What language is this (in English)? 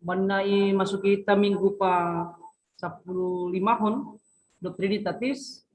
Batak Simalungun